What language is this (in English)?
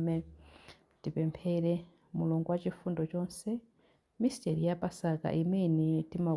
Nyanja